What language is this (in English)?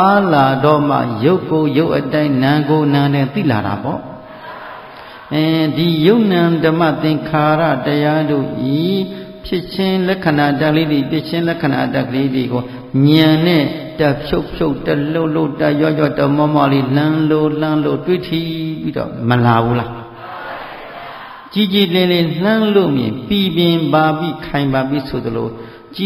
Burmese